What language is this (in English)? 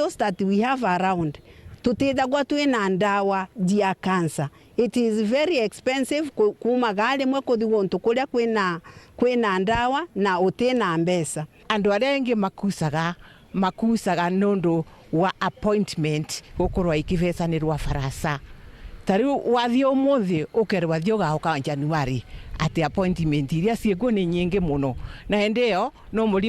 Meru